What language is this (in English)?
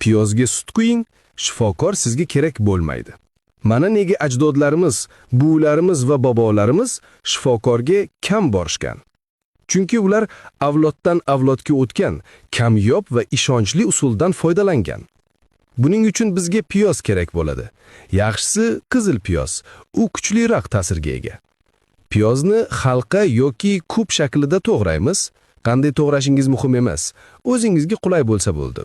Uzbek